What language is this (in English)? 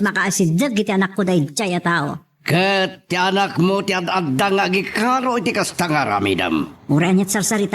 Iloko